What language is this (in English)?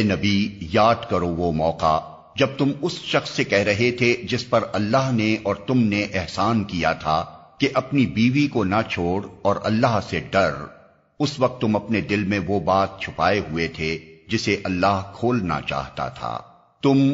Urdu